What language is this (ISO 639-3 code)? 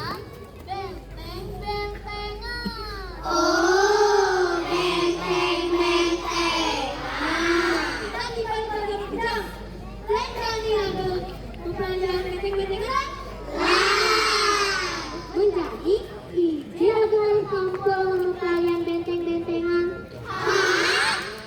ban